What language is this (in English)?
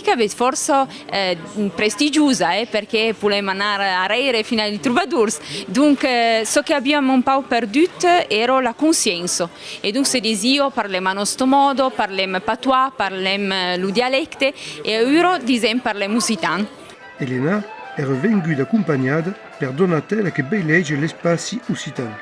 Occitan